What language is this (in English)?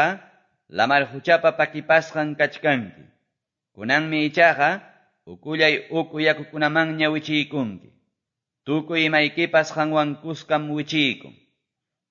Quechua